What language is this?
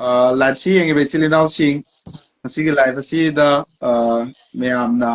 Manipuri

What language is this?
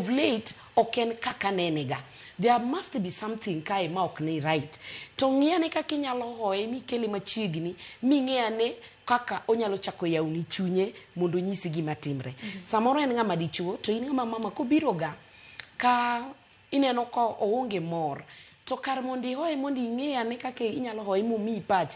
Luo (Kenya and Tanzania)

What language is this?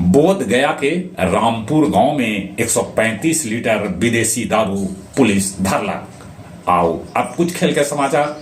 Magahi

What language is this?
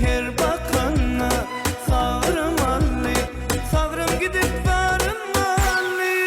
Turkmen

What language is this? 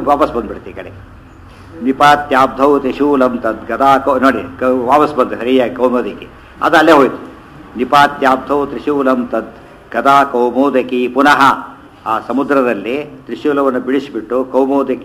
Kannada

